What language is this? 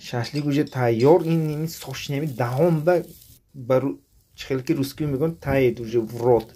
Tajik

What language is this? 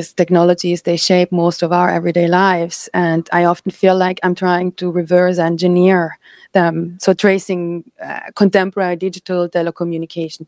English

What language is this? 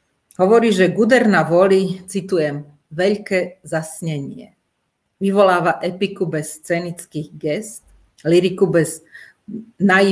Slovak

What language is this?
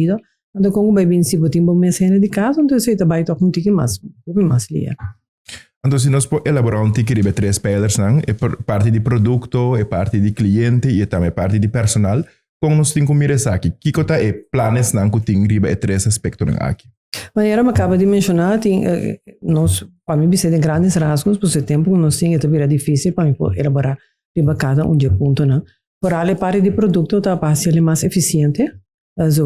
Papiamento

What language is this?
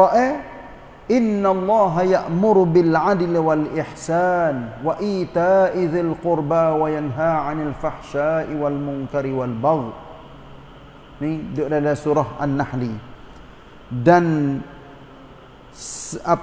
Malay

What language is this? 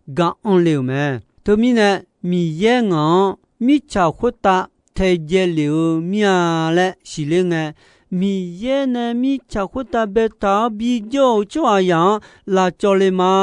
Akha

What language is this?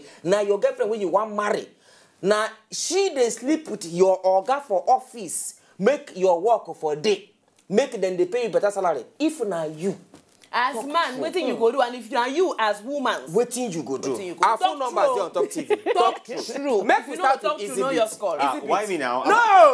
Nigerian Pidgin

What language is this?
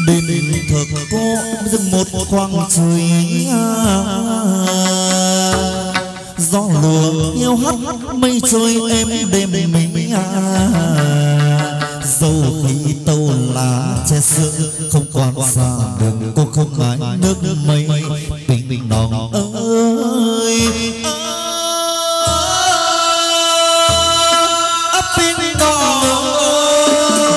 Vietnamese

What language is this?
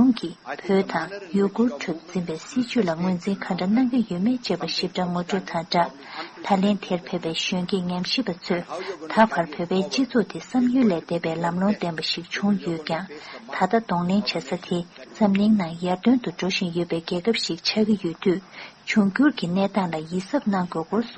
Tibetan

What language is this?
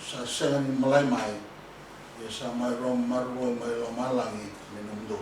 Fijian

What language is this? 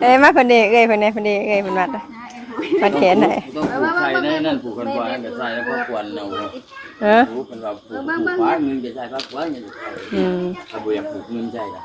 Northeastern Thai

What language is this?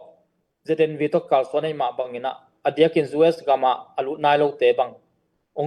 Tedim Chin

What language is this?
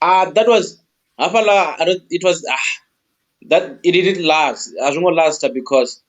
Venda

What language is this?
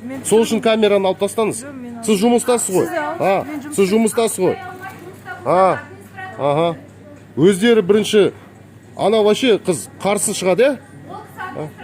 Kazakh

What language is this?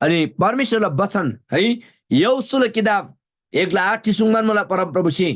Eastern Tamang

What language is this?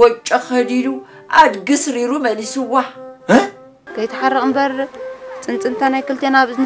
Tigrinya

